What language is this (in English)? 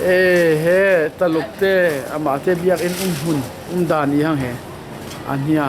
Falam Chin